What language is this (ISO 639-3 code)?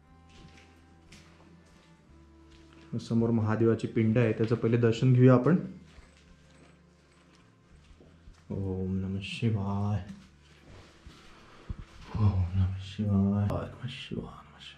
mar